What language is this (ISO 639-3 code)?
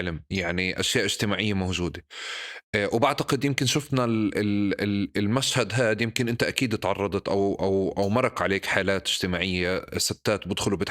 apc